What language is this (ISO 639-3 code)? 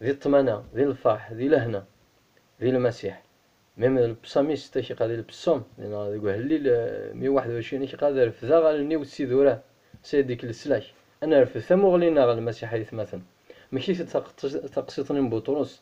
kab